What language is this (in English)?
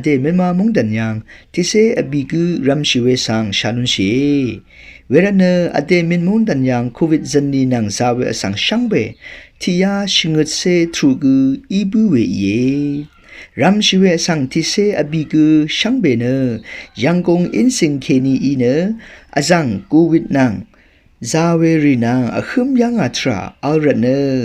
Rawang